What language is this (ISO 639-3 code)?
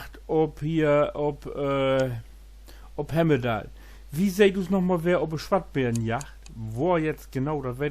nds